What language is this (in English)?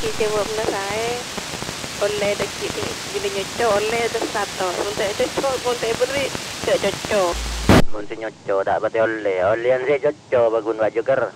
Madurese